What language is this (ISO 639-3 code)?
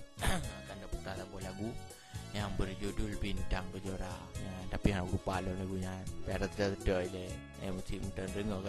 ace